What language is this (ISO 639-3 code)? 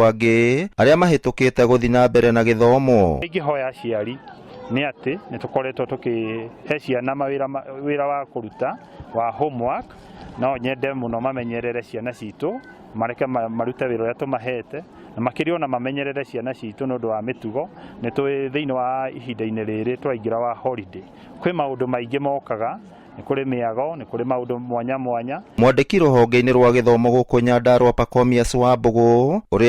kik